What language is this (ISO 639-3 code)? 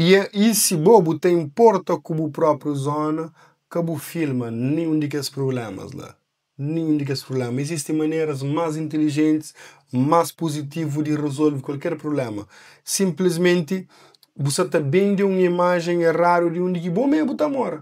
kea